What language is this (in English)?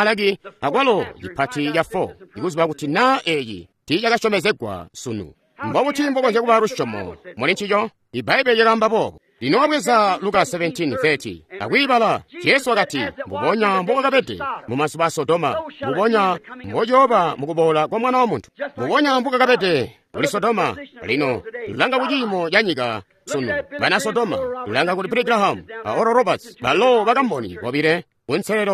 Tonga (Zambia)